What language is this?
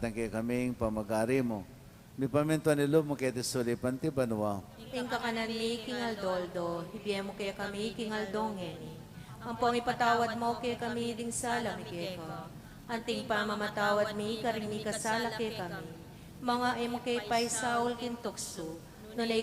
Pampanga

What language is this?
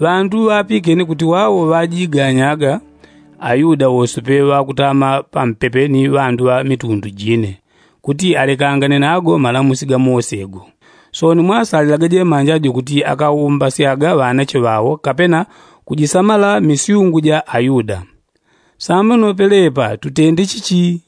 Yao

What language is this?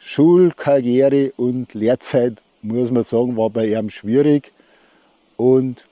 Bavarian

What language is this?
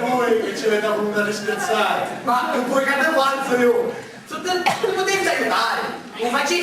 Sicilian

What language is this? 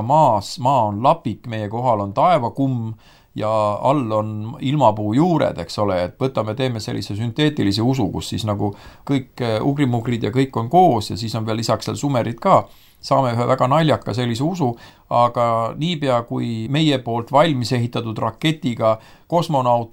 Estonian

